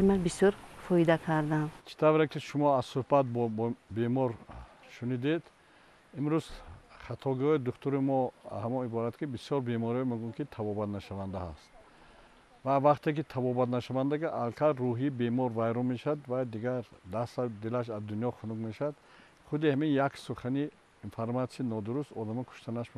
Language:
Tajik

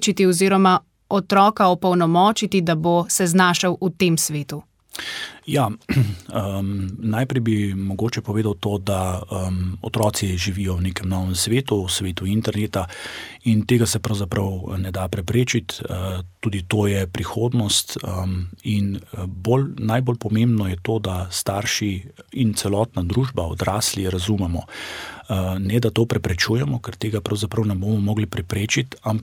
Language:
Slovenian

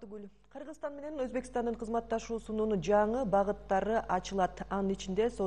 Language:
Kyrgyz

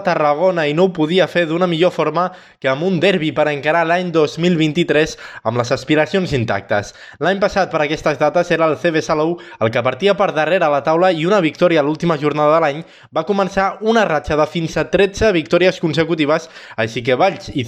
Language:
Catalan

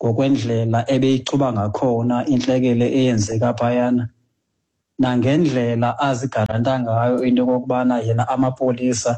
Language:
Xhosa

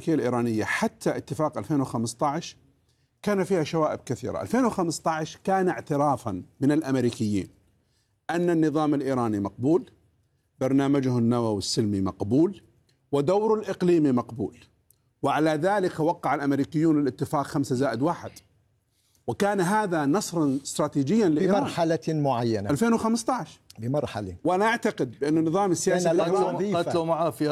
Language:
Arabic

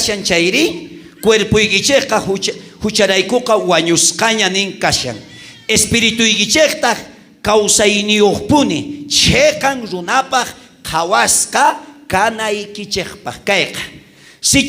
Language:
South Bolivian Quechua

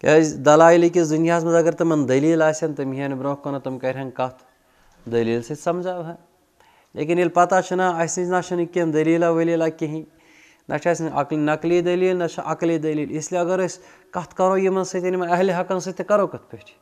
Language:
Kashmiri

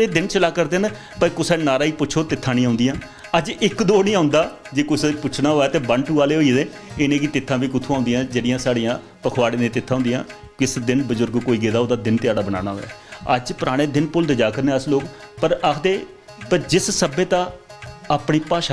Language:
Dogri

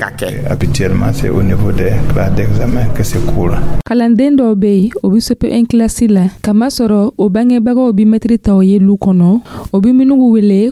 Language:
Dyula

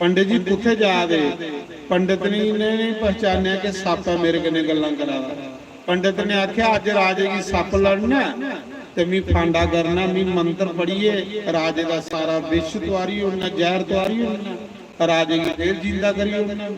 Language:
Dogri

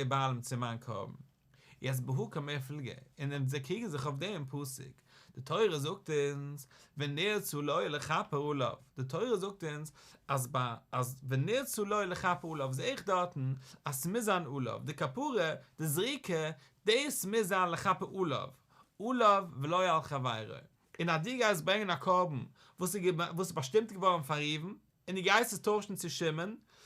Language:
Yiddish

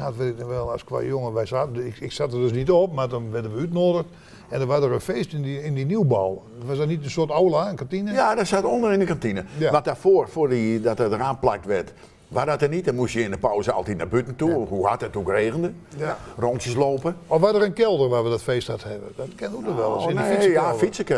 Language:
Dutch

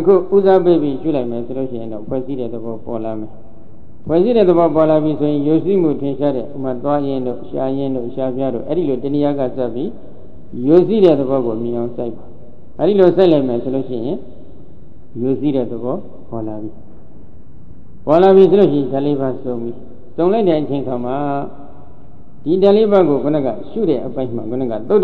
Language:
Burmese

